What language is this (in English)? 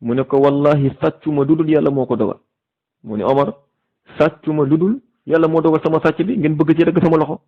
Wolof